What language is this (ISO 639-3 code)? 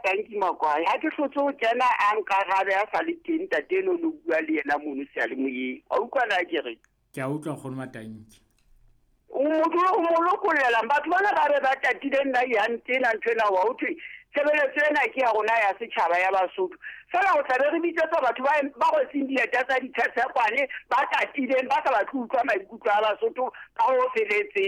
sot